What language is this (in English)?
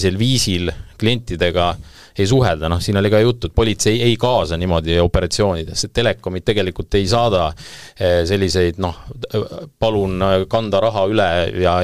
Estonian